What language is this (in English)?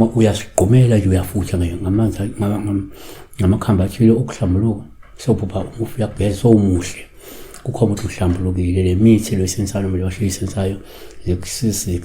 Zulu